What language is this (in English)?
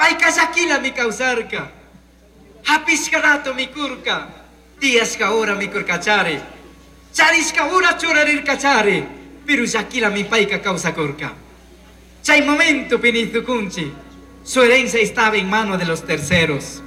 Chimborazo Highland Quichua